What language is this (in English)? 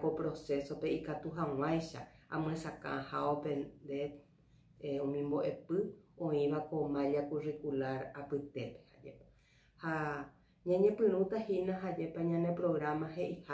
Guarani